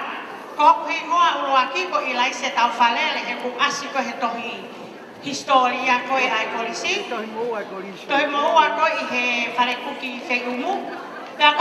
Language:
Tongan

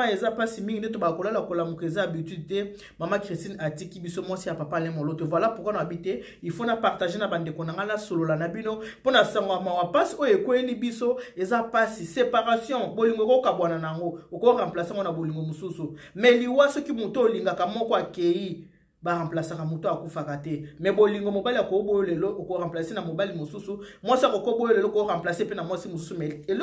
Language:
Lingala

